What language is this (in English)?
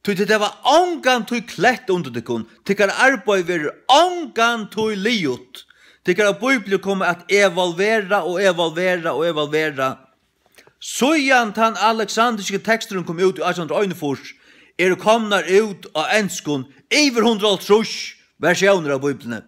Faroese